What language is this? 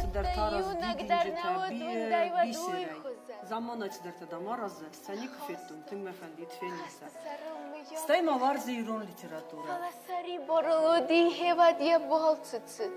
Ossetic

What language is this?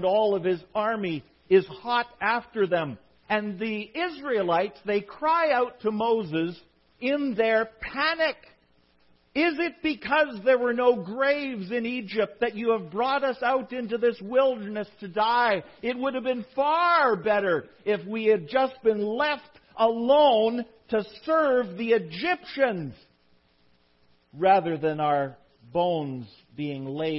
English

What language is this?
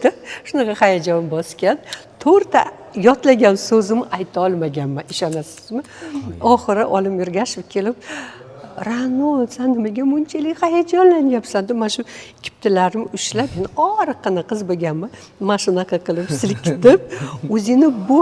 Uzbek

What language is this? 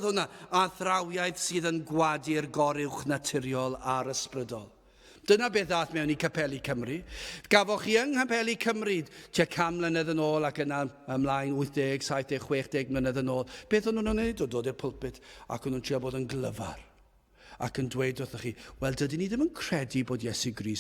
Welsh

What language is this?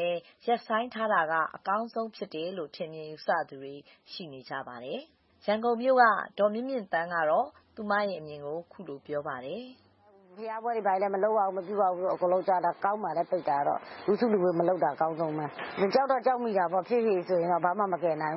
Burmese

